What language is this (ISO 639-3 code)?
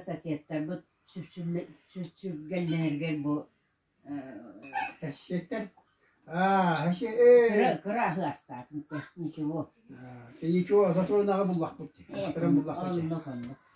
sah